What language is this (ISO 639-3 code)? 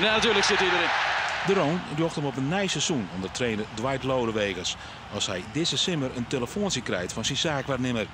fry